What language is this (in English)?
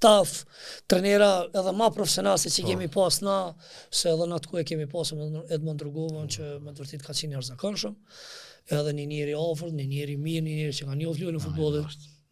Albanian